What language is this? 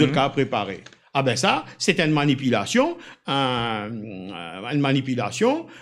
Morisyen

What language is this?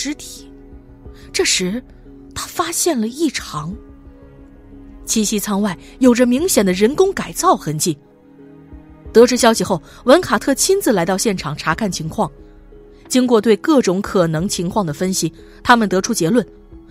Chinese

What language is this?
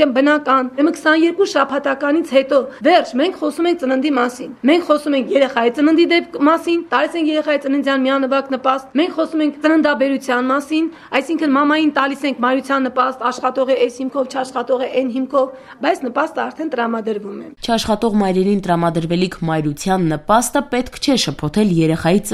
Armenian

